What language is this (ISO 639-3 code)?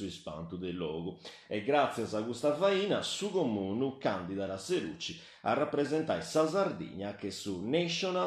srd